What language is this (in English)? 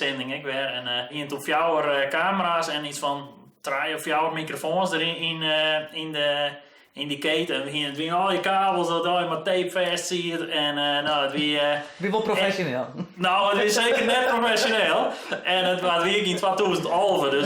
Western Frisian